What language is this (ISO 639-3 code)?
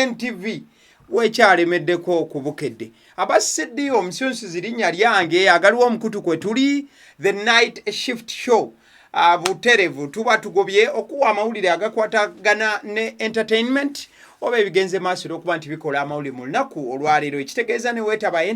lug